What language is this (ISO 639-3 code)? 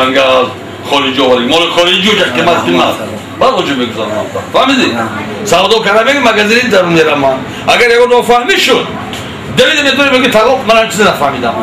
tgk